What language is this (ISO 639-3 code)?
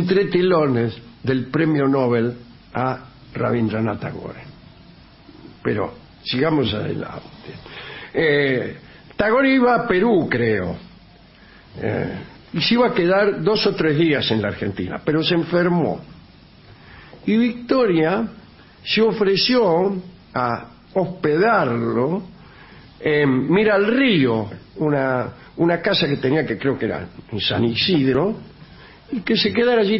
spa